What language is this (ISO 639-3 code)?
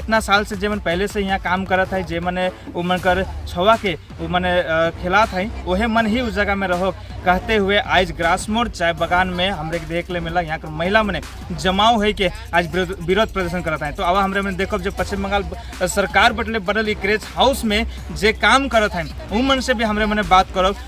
sck